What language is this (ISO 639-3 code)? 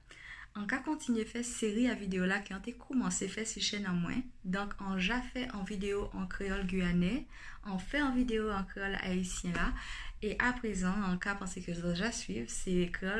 gcf